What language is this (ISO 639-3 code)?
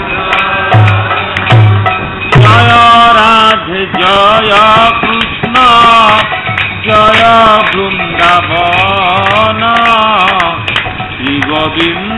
ori